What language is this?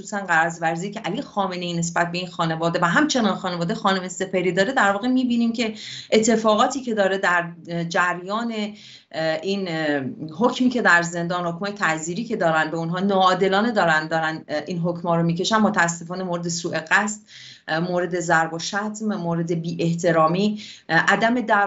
Persian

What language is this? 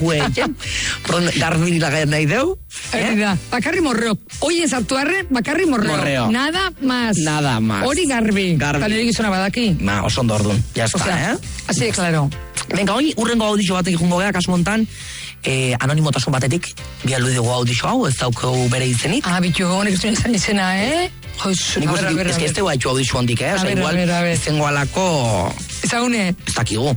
Basque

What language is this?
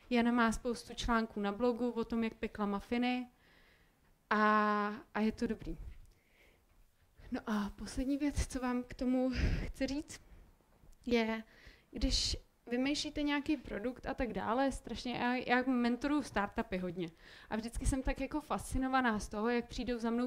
Czech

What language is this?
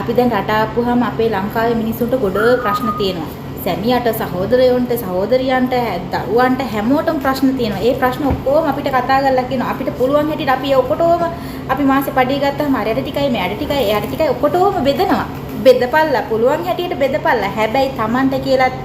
Sinhala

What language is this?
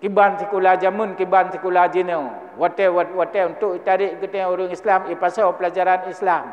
Achinese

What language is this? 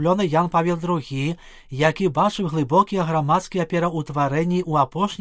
Belarusian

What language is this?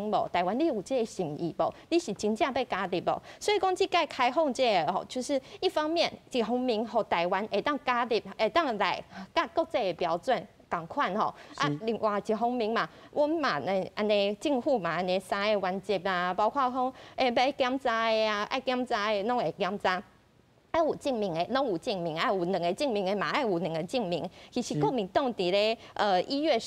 Min Nan Chinese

